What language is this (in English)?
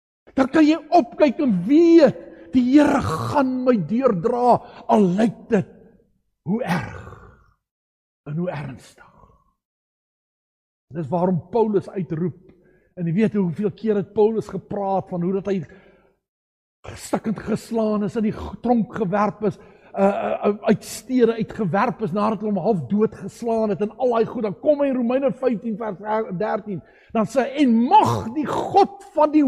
Afrikaans